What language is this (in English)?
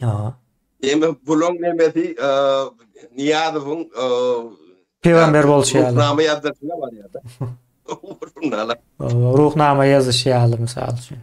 Turkmen